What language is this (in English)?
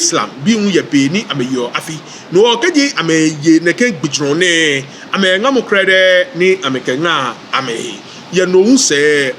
Ga